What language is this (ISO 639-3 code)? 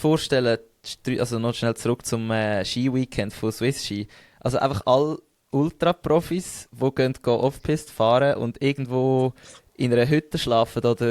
gsw